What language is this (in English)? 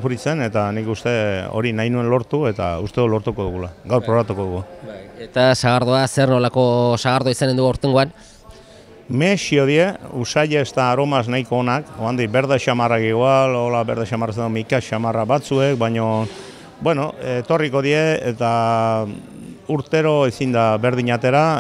Basque